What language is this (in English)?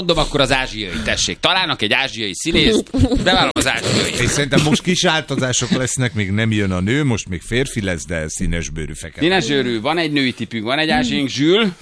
Hungarian